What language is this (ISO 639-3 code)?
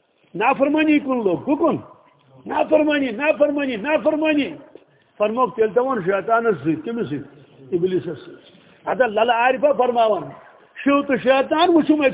kas